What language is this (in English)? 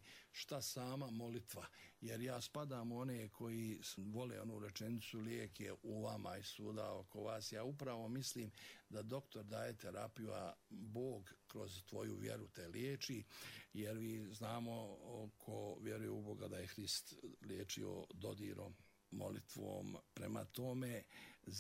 Bosnian